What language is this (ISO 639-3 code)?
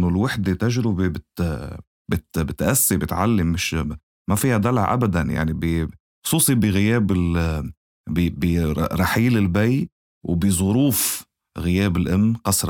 apc